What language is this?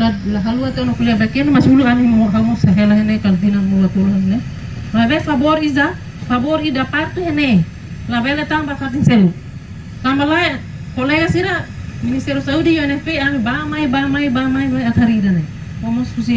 Tetum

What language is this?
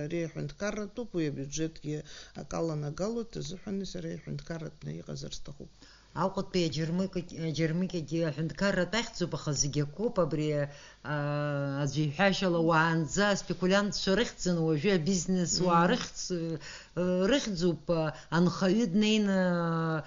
Abkhazian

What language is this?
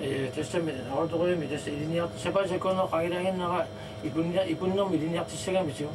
Kalaallisut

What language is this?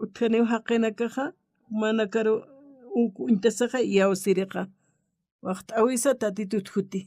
Aymara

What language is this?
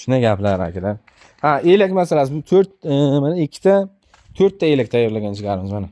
Uzbek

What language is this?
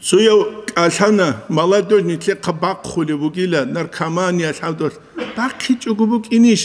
Avaric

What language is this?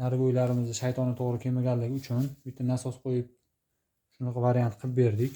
Uzbek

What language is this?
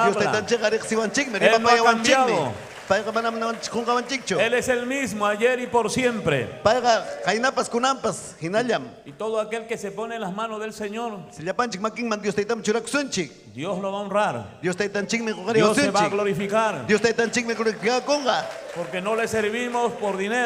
Ayacucho Quechua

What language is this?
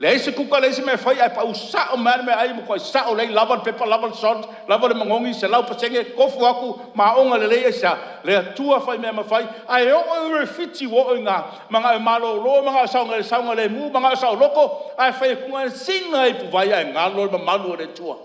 Samoan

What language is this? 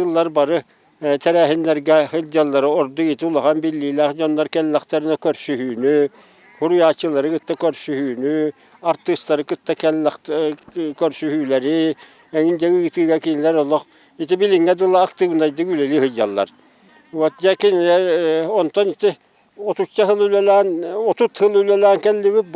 Yakut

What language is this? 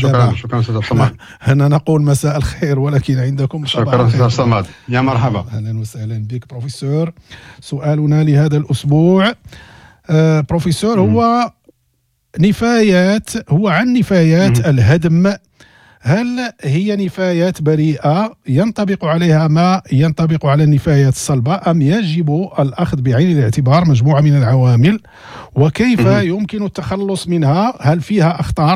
Moroccan Arabic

